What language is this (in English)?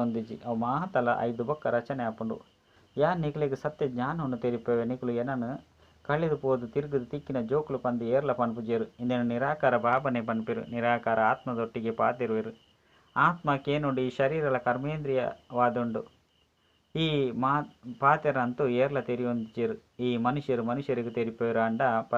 Tulu